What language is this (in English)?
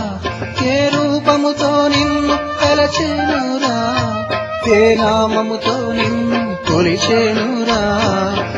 Telugu